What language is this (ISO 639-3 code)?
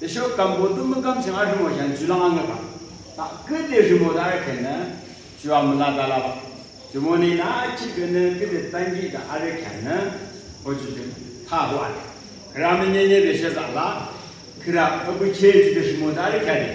yim